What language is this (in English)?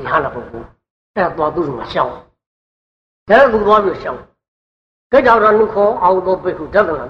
Burmese